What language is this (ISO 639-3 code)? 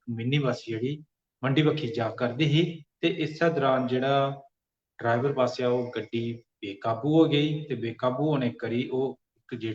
doi